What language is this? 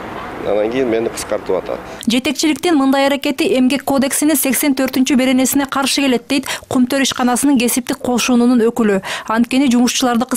Kyrgyz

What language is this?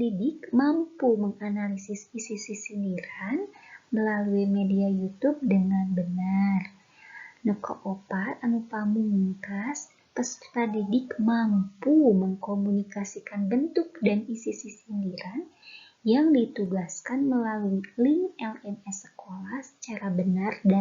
Sundanese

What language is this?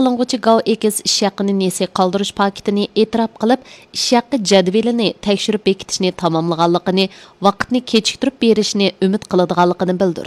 Uyghur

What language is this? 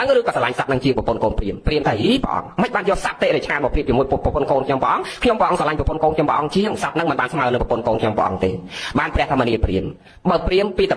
Khmer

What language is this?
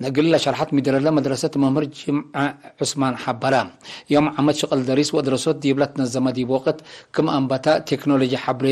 Tigre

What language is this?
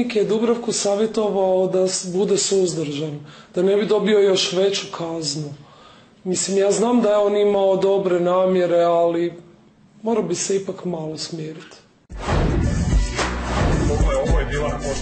Croatian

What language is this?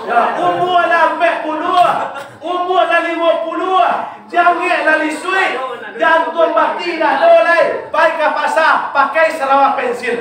Minangkabau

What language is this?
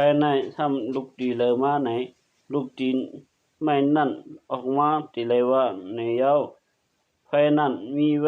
Shan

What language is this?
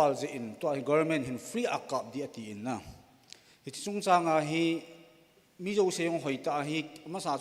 Thado Chin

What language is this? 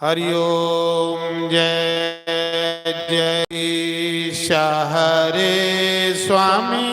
Dogri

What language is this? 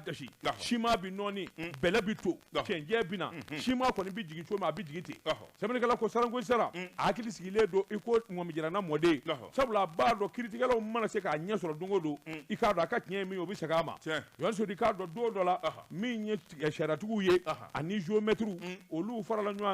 Bambara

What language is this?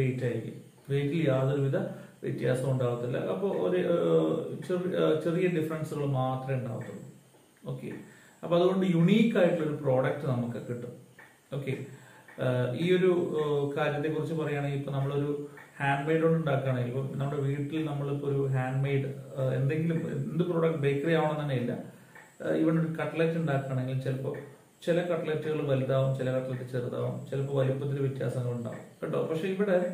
Malayalam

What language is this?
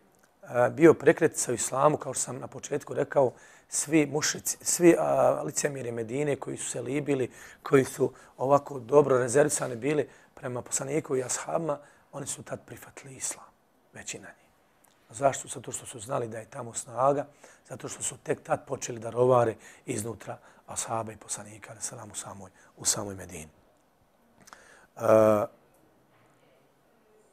Bosnian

